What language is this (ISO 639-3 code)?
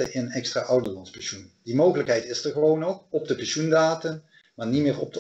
nld